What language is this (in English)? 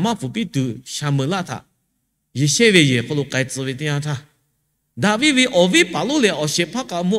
Lahu